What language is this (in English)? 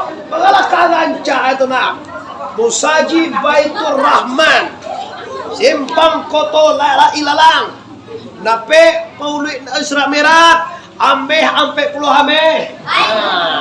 Minangkabau